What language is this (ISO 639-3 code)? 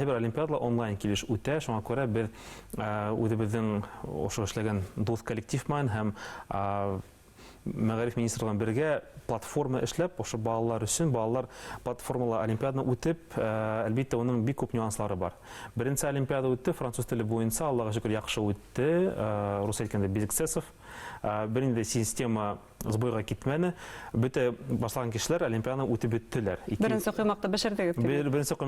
bak